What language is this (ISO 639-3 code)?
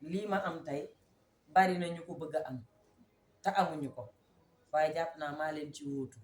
wol